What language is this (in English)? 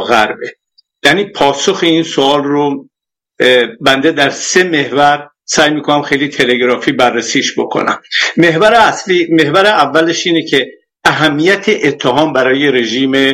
Persian